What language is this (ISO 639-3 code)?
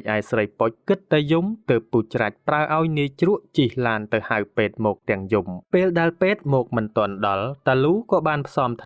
khm